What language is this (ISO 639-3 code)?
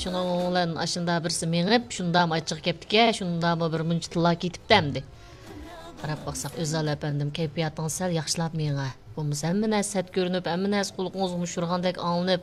uig